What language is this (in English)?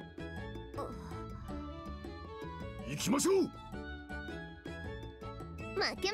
Japanese